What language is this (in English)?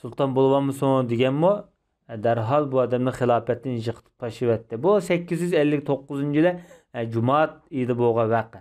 Uyghur